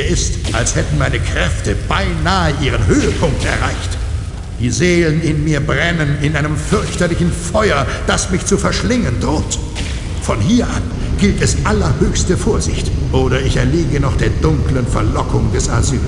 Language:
Bavarian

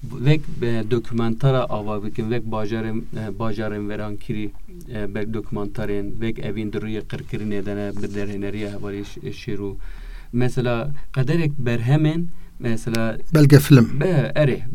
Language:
Kurdish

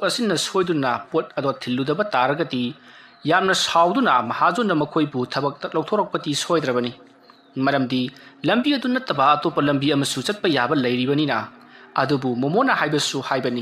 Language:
Manipuri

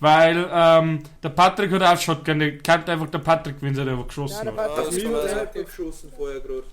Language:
Bavarian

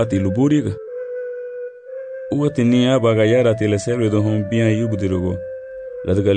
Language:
Garifuna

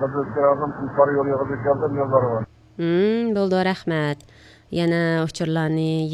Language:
Uyghur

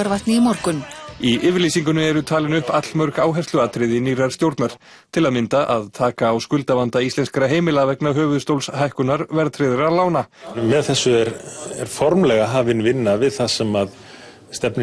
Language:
Icelandic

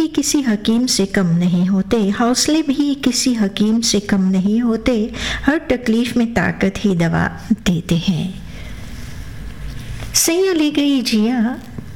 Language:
Hindi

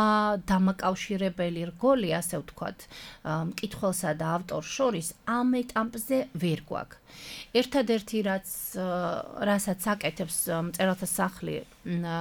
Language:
Georgian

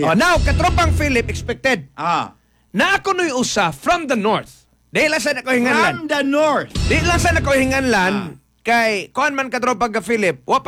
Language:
Cebuano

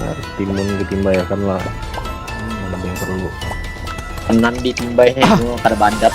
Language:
Banjar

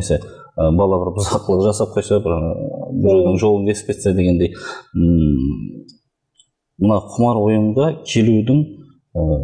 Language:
Kazakh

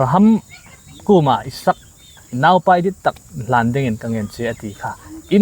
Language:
Hmar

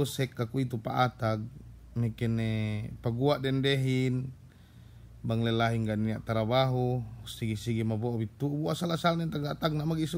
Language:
Yakan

